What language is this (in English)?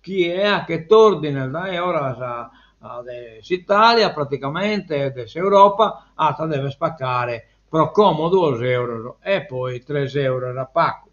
Sardinian